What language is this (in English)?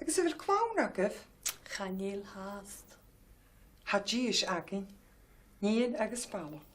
Scottish Gaelic